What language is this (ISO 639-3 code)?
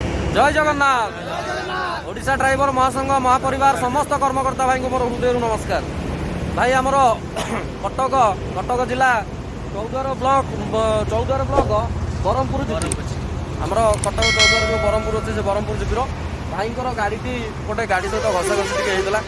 ori